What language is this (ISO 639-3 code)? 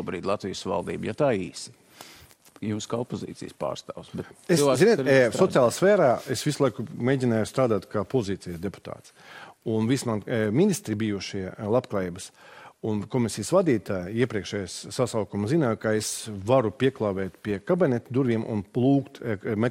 lav